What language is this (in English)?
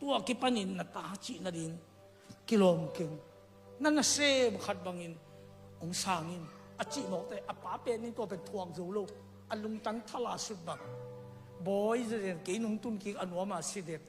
Tedim Chin